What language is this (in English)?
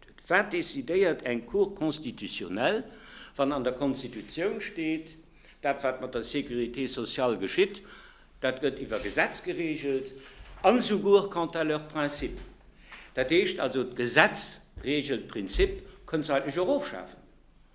Luxembourgish